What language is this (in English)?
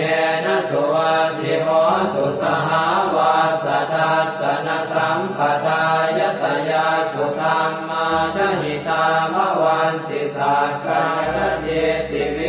Pali